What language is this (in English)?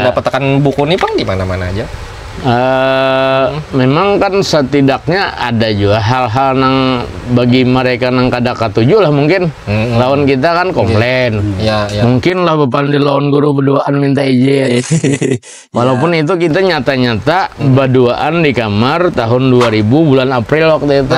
Banjar